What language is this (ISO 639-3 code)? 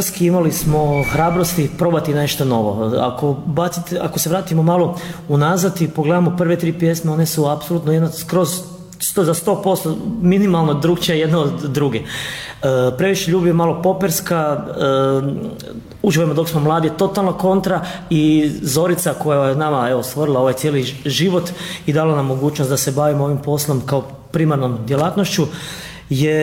hrv